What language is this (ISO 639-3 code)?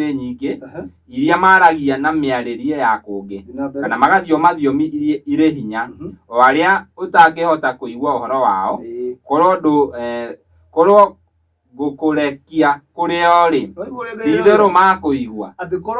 kik